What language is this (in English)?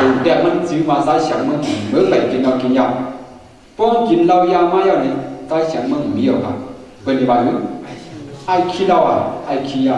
Shan